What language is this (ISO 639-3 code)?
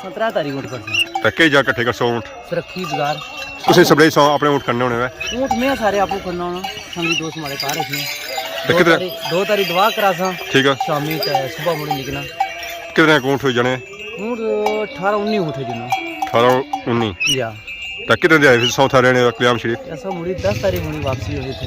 phr